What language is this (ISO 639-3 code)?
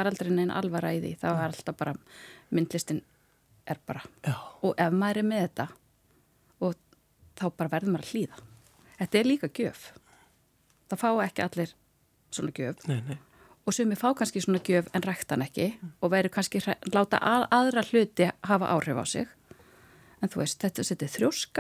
isl